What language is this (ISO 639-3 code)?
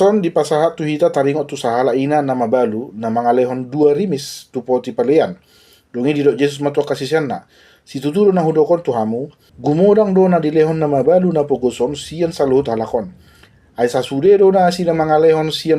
bbc